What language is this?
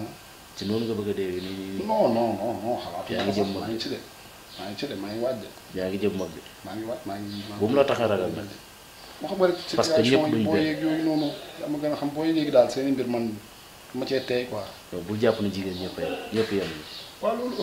Wolof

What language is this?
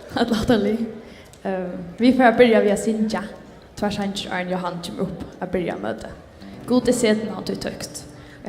Faroese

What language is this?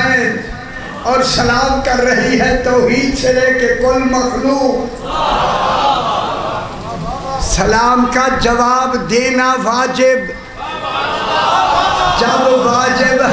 Urdu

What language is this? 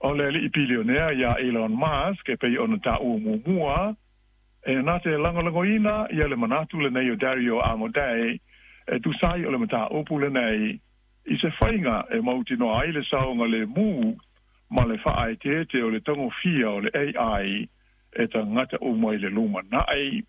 Samoan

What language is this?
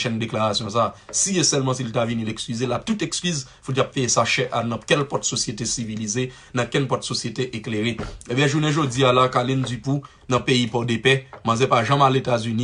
Haitian Creole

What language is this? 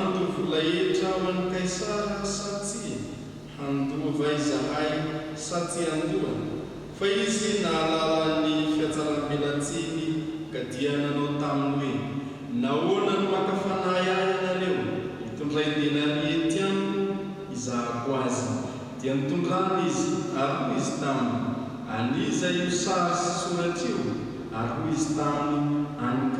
Malagasy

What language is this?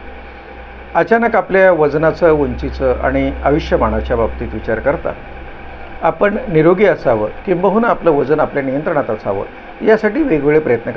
Marathi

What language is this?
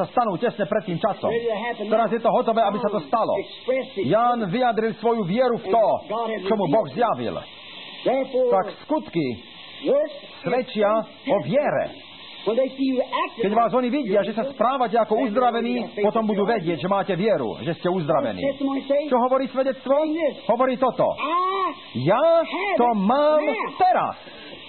Slovak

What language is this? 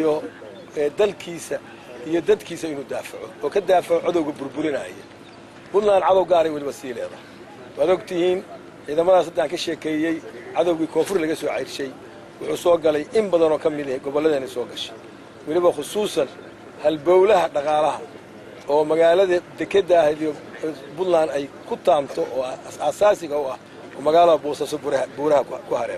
Somali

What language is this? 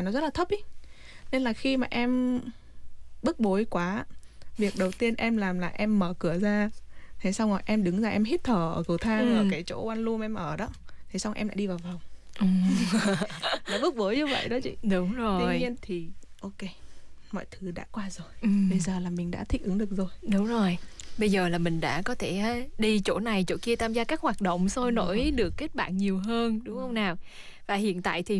Vietnamese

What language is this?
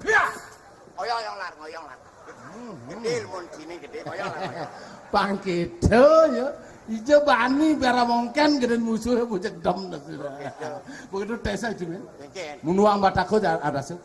Balinese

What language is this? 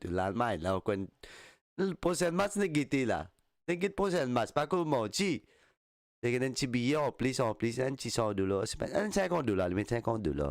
Morisyen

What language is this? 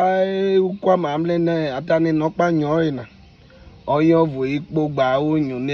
Urhobo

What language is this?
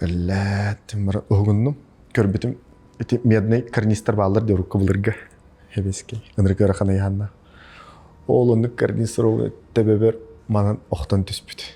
Yakut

